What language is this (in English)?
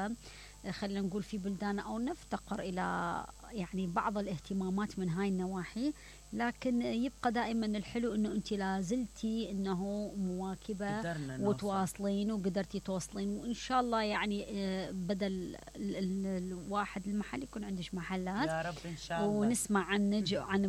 Mesopotamian Arabic